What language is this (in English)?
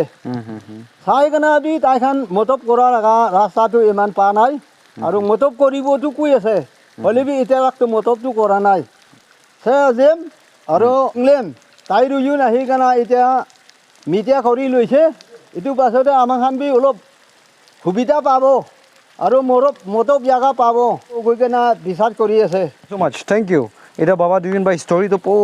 Naga Pidgin